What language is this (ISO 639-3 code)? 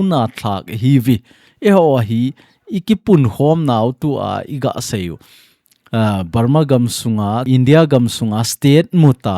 tcz